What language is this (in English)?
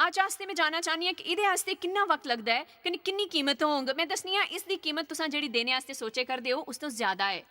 Dogri